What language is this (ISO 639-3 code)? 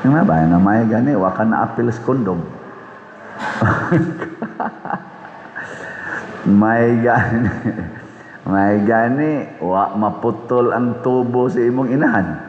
ceb